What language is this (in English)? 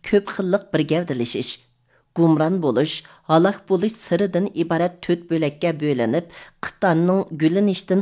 Uyghur